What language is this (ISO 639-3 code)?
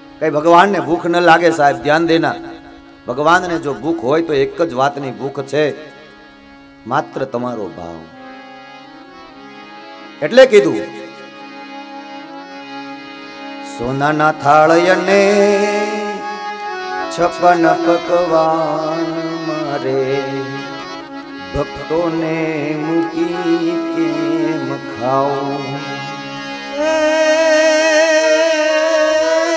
guj